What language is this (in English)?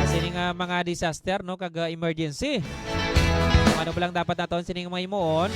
Hiligaynon